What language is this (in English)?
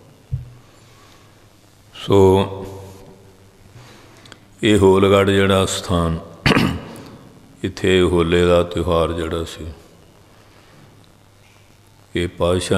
Punjabi